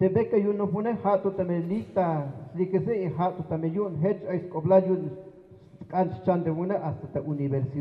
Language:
Tzeltal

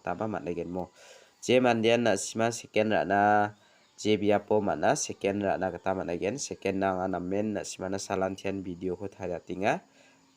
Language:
Garo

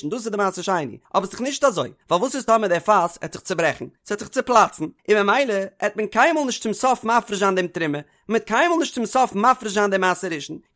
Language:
Yiddish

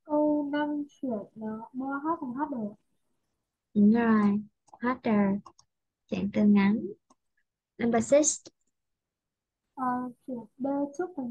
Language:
Vietnamese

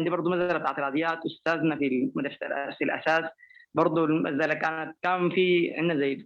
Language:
Sudanese Arabic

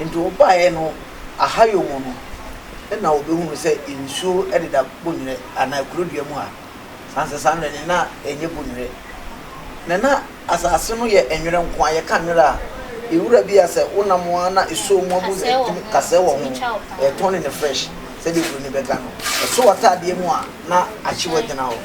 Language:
Akan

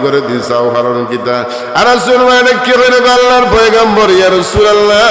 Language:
Sylheti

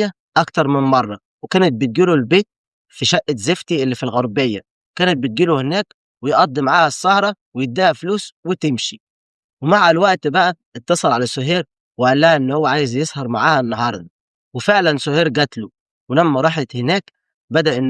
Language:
Egyptian Arabic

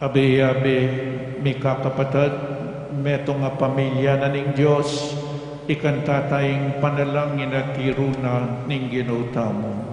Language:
Pampanga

